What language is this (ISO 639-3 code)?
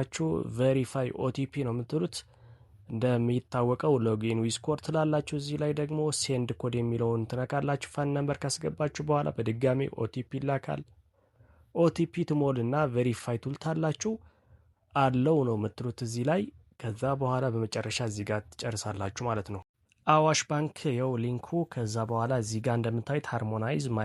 amh